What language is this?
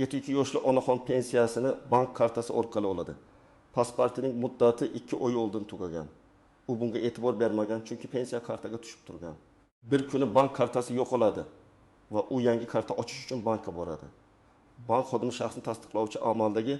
Uzbek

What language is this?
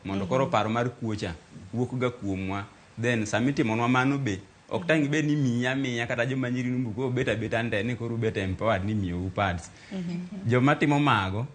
Luo (Kenya and Tanzania)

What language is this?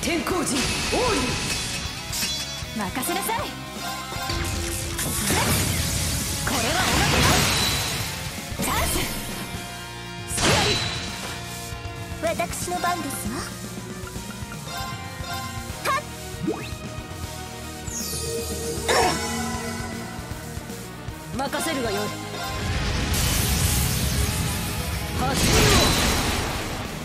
Japanese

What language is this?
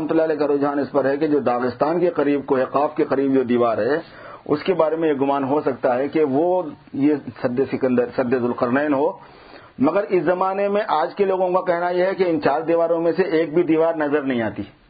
Urdu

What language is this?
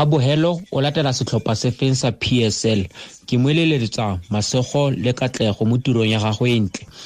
Tswana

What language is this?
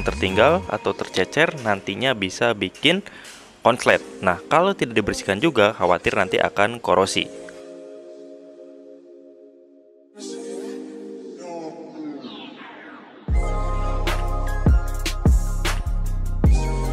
Indonesian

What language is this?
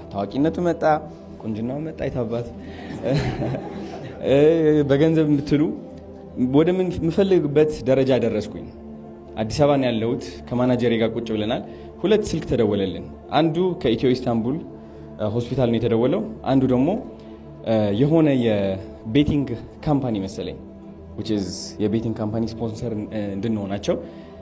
Amharic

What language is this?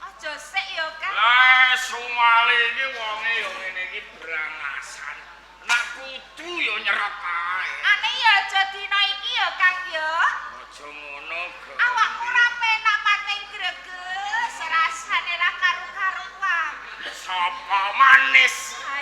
Javanese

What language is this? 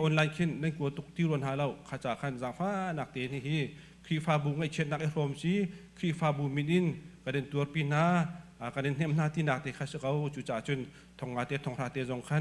Hakha Chin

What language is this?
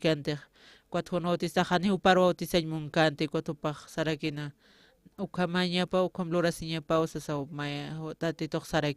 Aymara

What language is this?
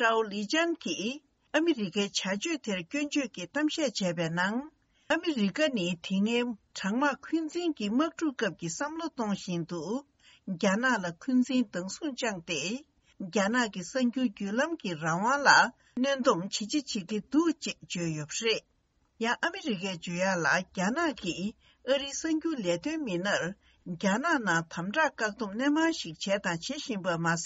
Tibetan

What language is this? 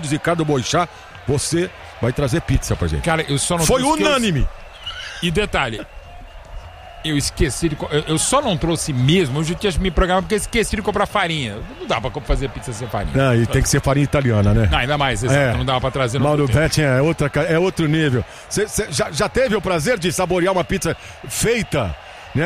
Portuguese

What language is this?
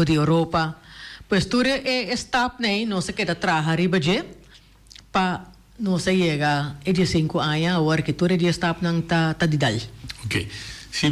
Papiamento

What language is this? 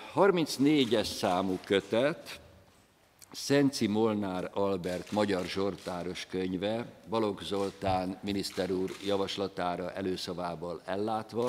Hungarian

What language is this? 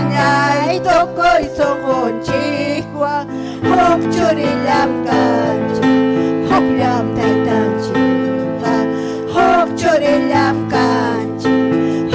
Ayacucho Quechua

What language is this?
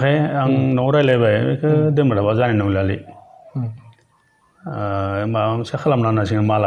Bodo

